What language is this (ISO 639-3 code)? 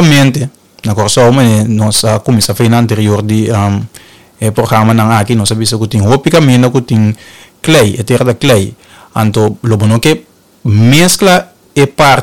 pap